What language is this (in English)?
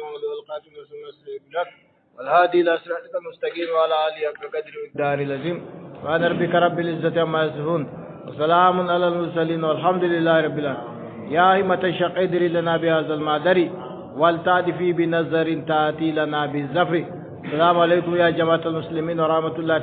Adamawa Fulfulde